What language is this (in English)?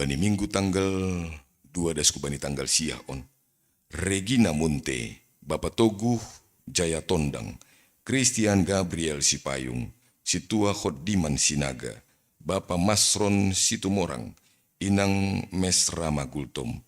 Batak Simalungun